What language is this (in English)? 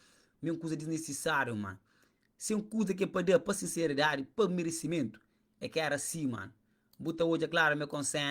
Kabuverdianu